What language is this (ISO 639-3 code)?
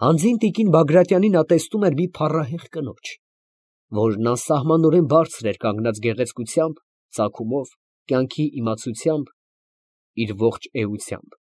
hye